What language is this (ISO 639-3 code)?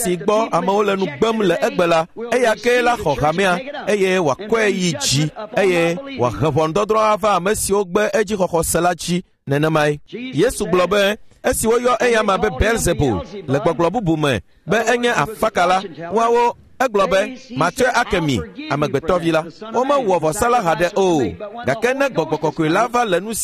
ewe